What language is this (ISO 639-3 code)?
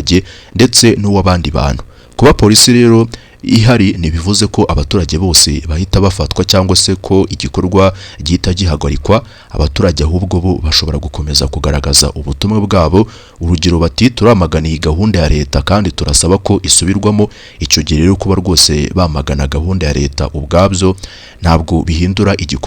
kin